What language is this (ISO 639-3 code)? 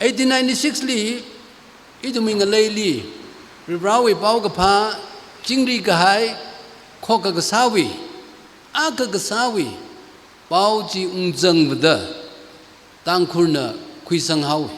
nmf